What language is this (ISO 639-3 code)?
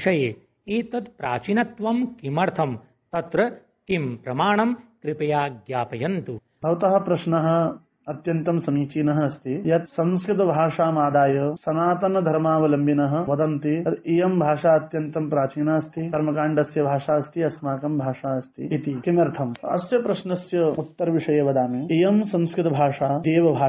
san